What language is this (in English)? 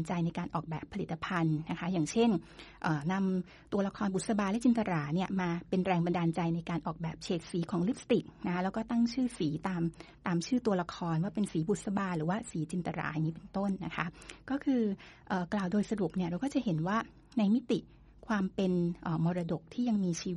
Thai